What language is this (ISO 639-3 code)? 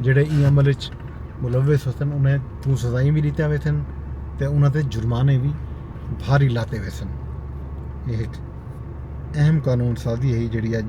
skr